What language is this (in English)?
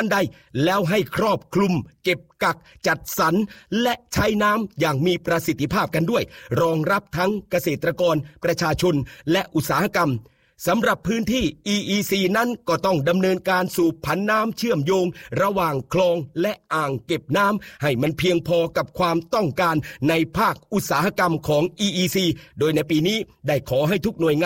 Thai